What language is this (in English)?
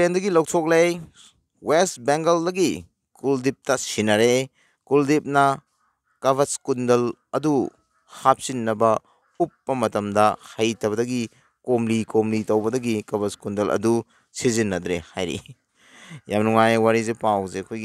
Manipuri